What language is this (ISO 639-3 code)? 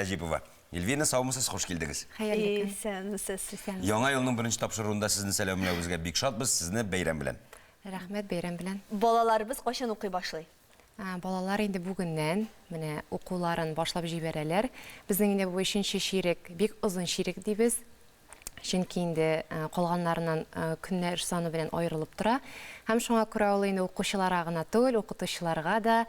tat